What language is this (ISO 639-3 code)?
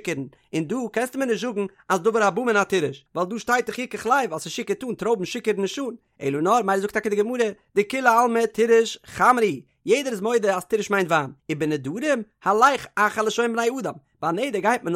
yid